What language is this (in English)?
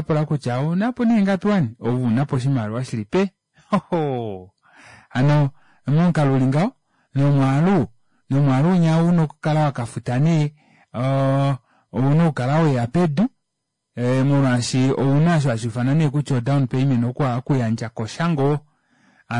Kuanyama